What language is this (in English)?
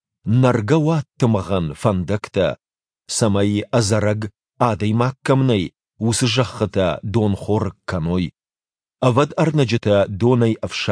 Ossetic